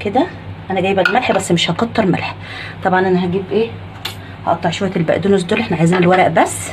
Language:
Egyptian Arabic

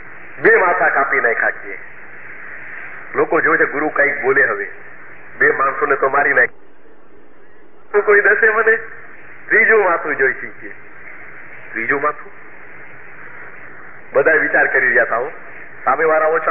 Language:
Gujarati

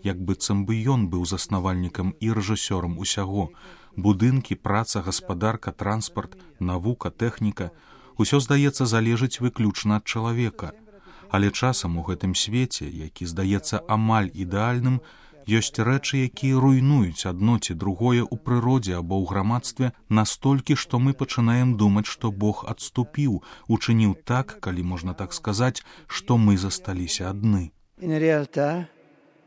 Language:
Belarusian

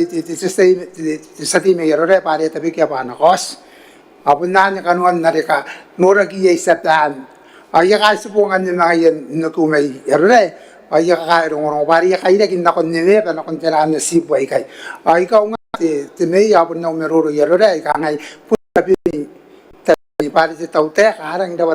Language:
Gilbertese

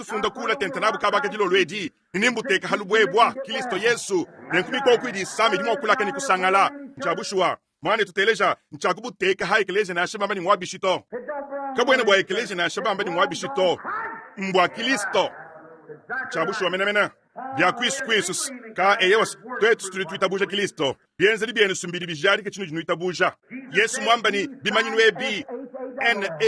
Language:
Luba-Lulua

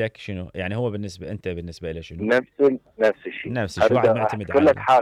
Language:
Mesopotamian Arabic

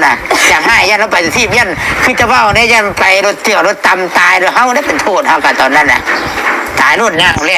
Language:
Northeastern Thai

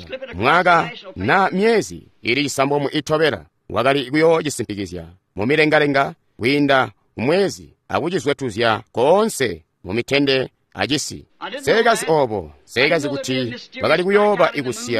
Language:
Tonga (Zambia)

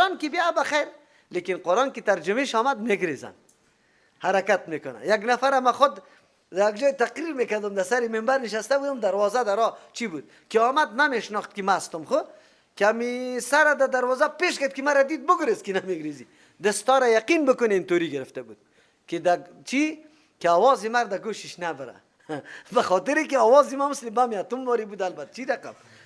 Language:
Persian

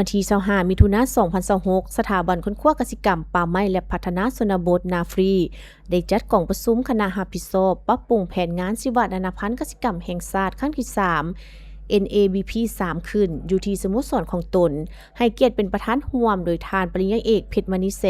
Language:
Lao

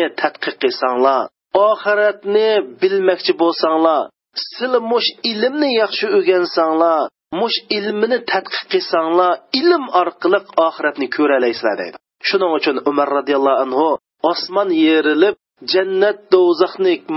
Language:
Uyghur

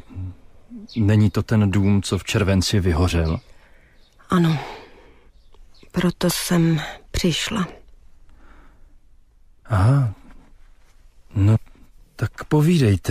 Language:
Czech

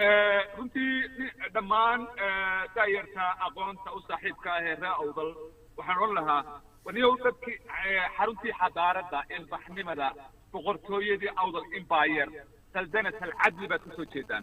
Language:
Somali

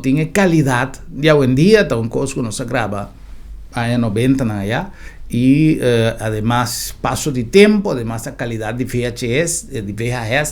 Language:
Papiamento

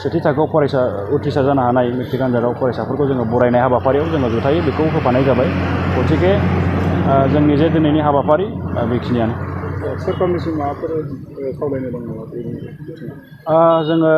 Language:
Bodo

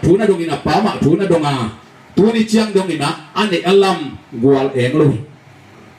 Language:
Tedim Chin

